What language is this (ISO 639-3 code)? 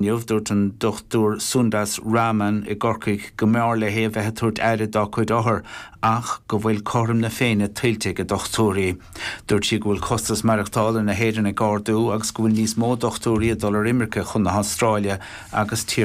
gle